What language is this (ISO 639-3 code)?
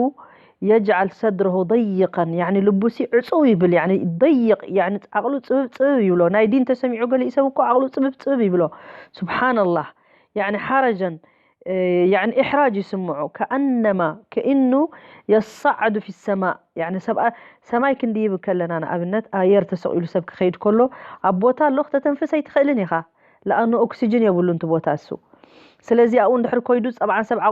tir